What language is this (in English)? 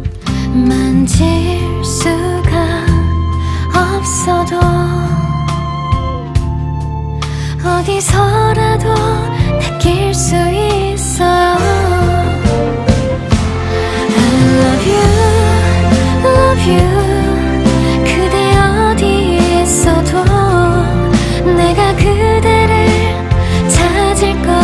Korean